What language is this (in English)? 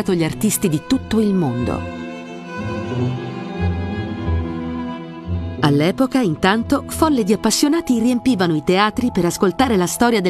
Italian